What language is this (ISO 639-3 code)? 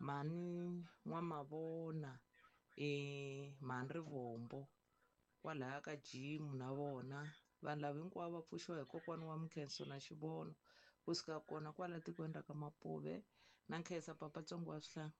tso